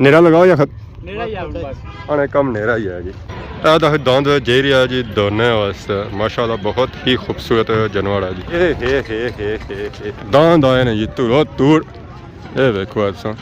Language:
Pahari-Potwari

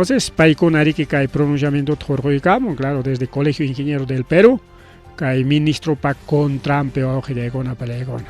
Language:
Ayacucho Quechua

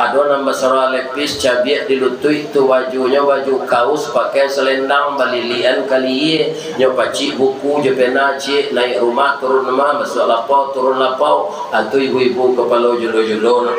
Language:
Minangkabau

